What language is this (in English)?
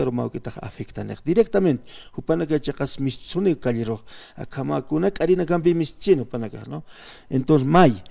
Aymara